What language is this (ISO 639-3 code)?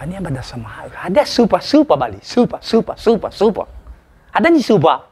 nia